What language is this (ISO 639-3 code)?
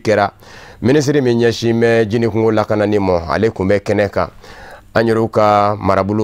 bam